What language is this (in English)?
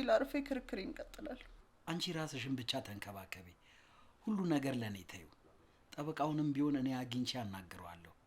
Amharic